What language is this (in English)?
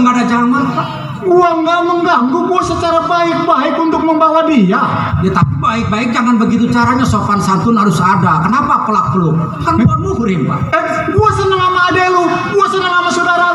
Betawi